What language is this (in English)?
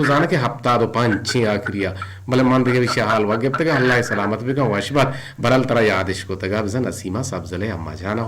Eastern Balochi